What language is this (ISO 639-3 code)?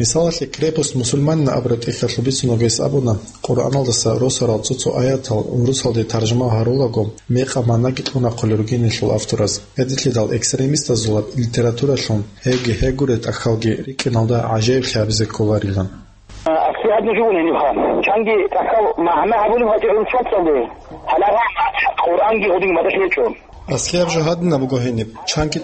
ava